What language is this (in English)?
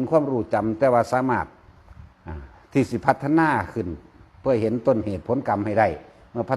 Northeastern Thai